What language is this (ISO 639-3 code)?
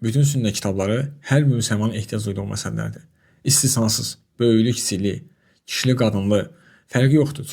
aze